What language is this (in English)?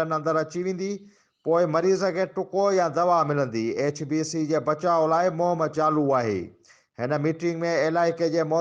Sindhi